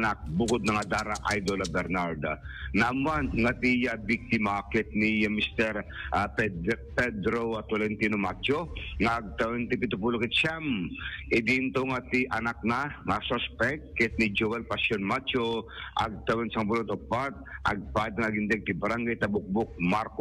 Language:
Iloko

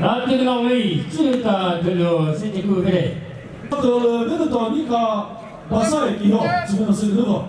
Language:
Chokri Naga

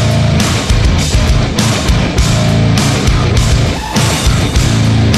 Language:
Russian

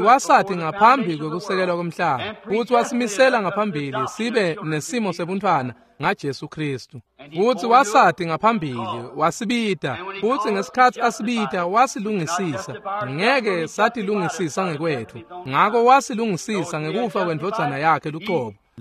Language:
Swati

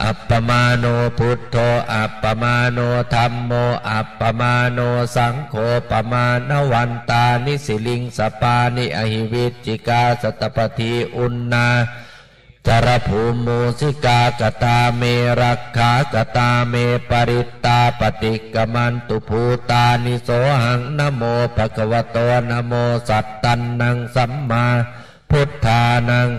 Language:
Pali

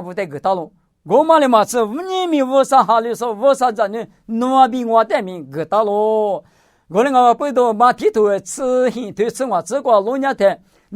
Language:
Lisu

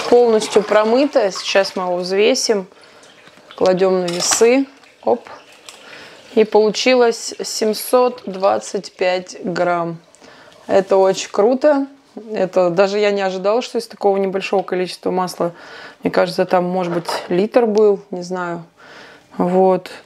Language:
Russian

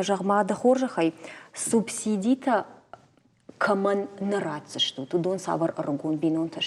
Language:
Ossetic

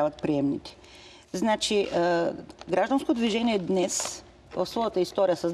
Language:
Bulgarian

